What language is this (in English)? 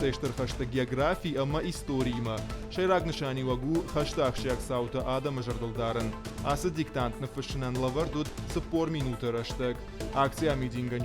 Ossetic